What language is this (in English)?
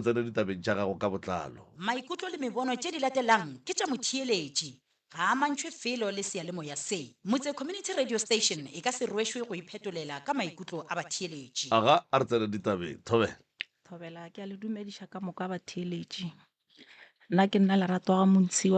Northern Sotho